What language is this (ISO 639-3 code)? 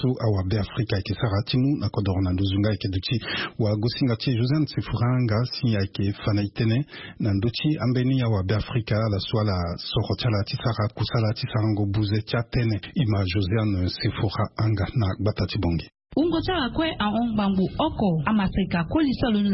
sag